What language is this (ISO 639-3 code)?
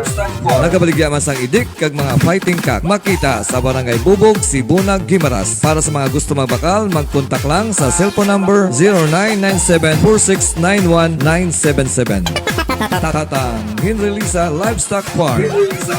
hil